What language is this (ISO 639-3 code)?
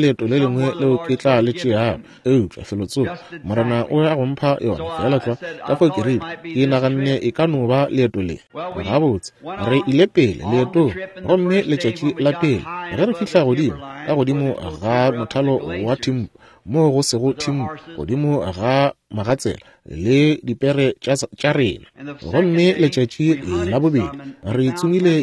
nso